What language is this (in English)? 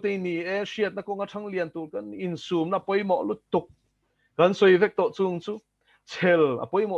Mizo